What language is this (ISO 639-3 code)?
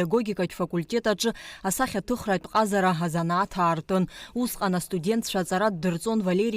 abk